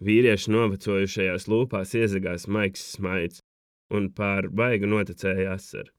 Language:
Latvian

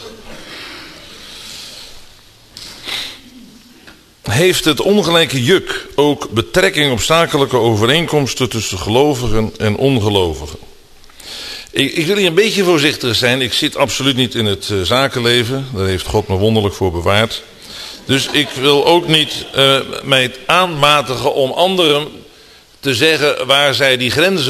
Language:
Dutch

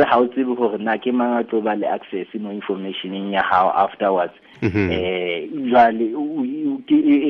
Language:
Southern Sotho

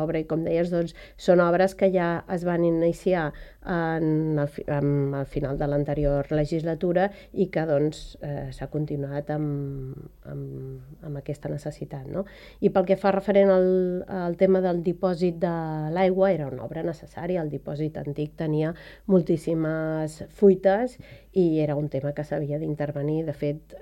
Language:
Catalan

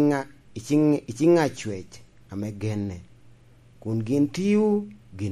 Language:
Lango (Uganda)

